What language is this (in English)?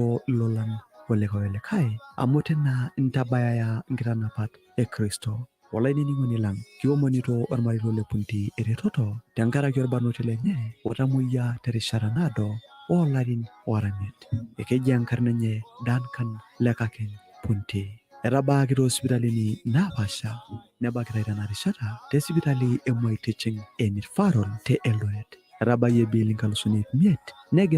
Masai